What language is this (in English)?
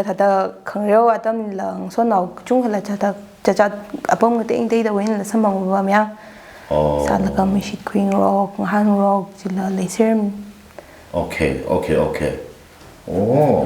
Tangkhul Naga (India)